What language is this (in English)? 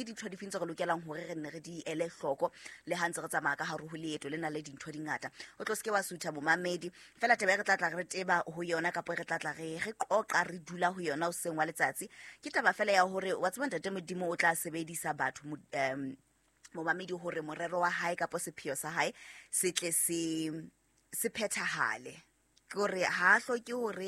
Southern Sotho